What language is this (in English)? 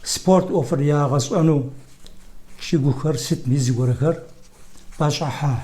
Kabardian